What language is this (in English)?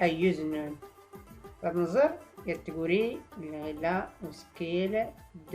Tachelhit